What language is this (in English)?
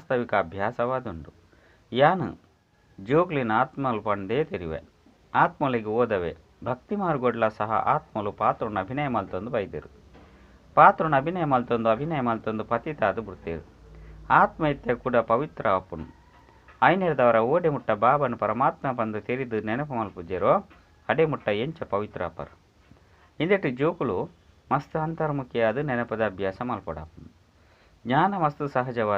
Tulu